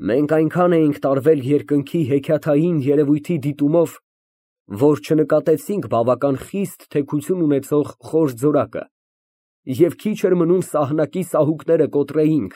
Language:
Armenian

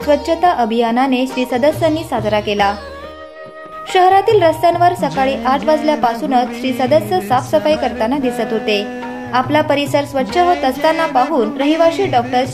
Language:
Marathi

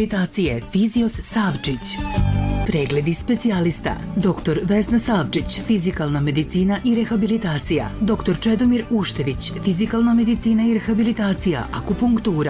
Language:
Serbian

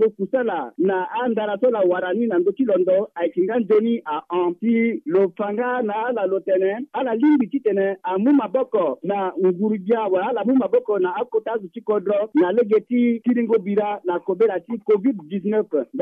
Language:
Sango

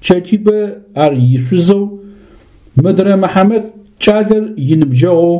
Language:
Adyghe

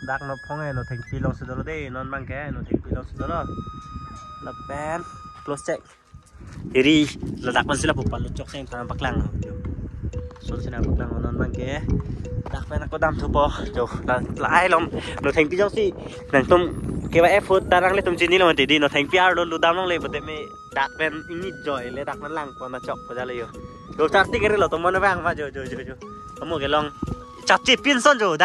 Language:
Karbi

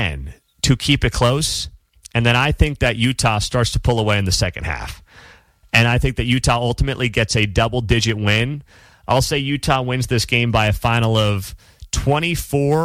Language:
English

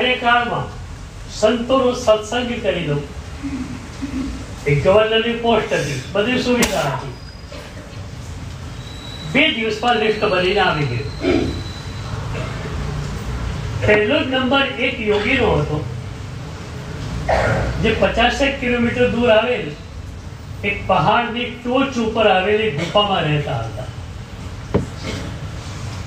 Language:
Gujarati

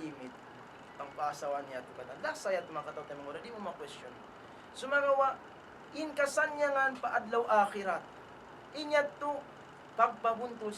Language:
Tausug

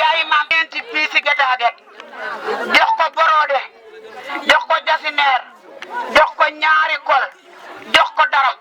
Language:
Wolof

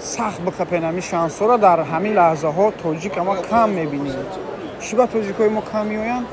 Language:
Tajik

